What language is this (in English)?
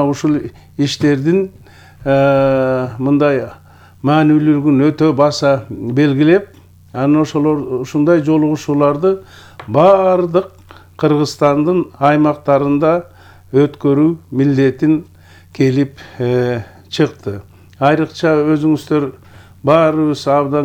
Kyrgyz